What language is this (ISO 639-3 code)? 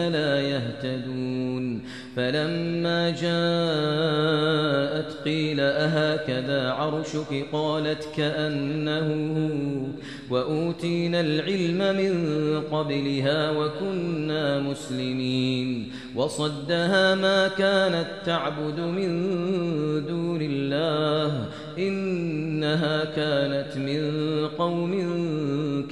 ara